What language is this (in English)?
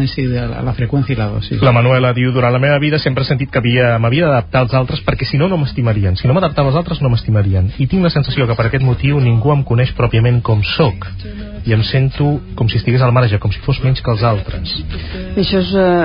Catalan